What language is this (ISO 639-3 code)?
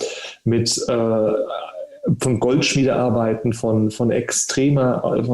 deu